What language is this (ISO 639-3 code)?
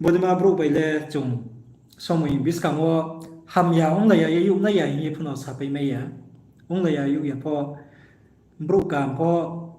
ria